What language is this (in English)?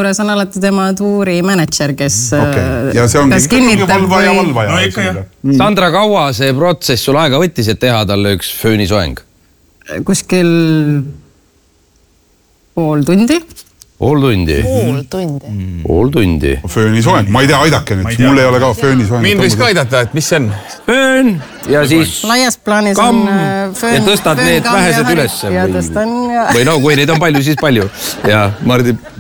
Estonian